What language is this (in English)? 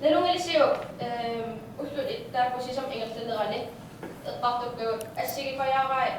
Kalaallisut